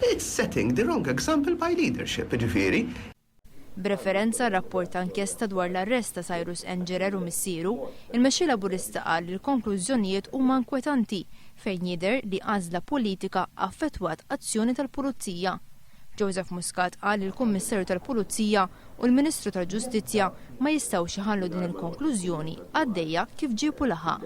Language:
Maltese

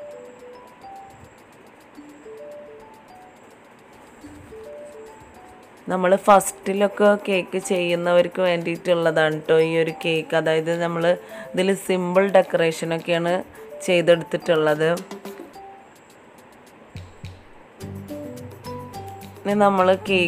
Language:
Malayalam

